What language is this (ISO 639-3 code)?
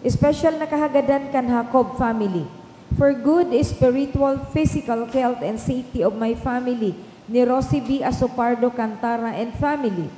bik